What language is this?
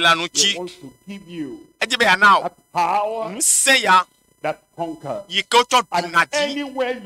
Ewe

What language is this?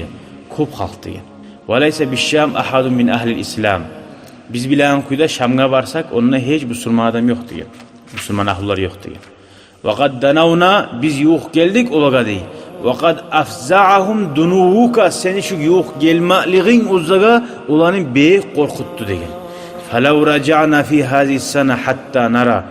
Kumyk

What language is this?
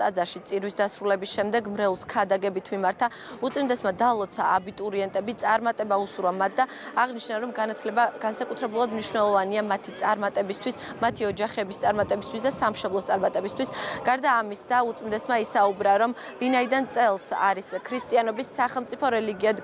Georgian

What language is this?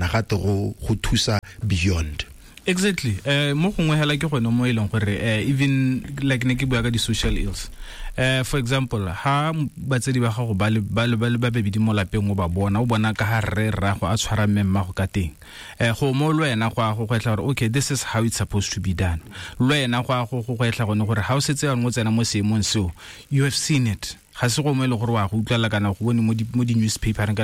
Tswana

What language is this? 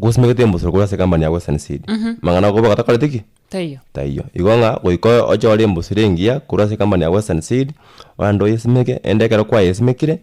Gusii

